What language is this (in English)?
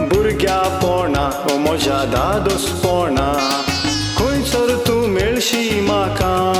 Konkani